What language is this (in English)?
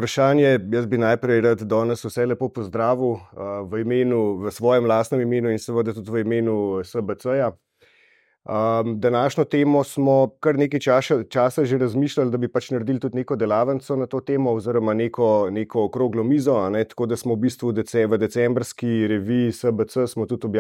Slovenian